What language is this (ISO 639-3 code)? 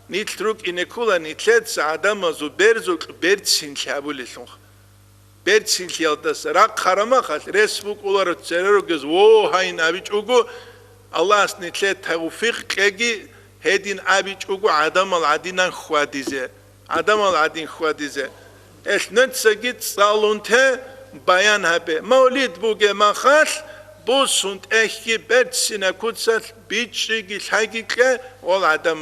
ava